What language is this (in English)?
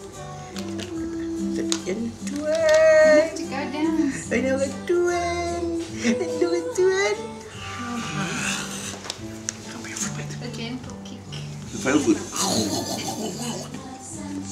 Afrikaans